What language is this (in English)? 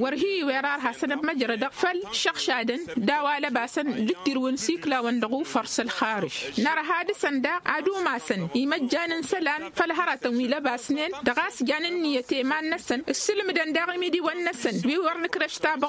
Tamasheq